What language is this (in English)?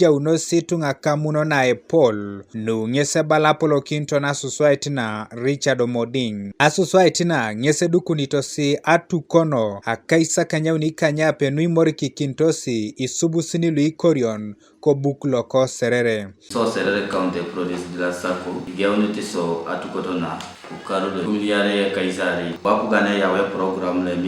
Teso